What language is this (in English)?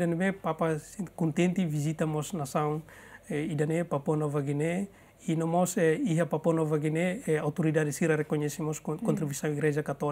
Tetum